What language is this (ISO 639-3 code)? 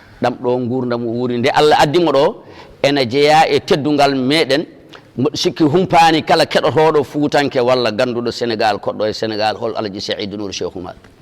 ful